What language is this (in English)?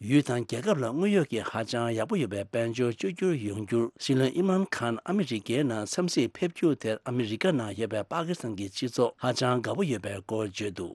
Tibetan